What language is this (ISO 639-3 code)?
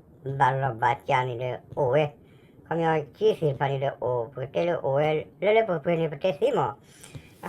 ksw